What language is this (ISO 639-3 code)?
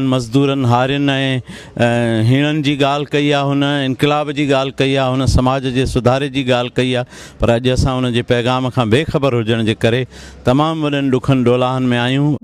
snd